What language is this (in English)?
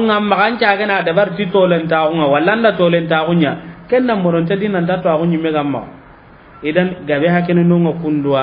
Soninke